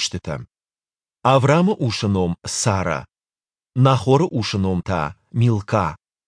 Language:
Ossetic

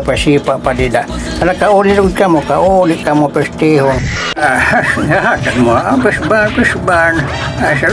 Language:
Waray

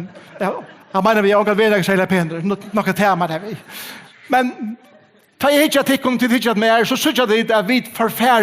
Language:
Faroese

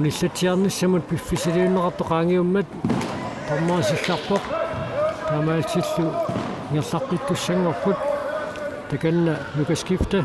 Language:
Kalaallisut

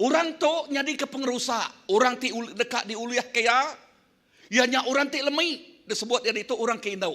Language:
Iban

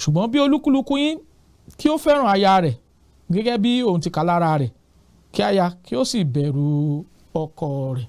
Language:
Yoruba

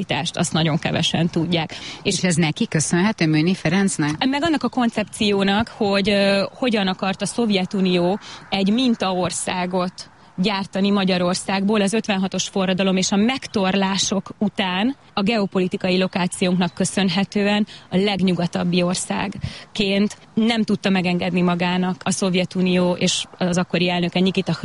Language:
Hungarian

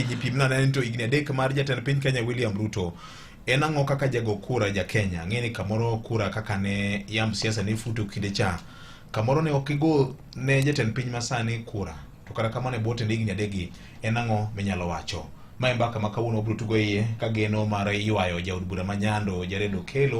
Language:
Luo (Kenya and Tanzania)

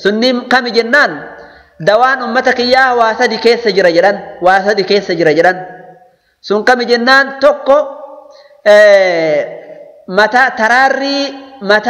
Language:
Oromo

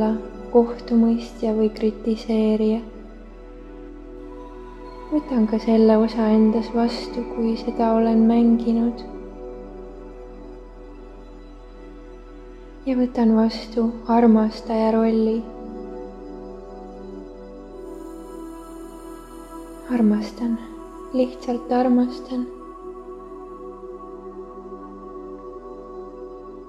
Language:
Estonian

